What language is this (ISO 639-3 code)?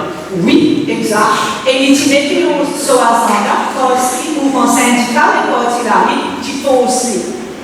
mfe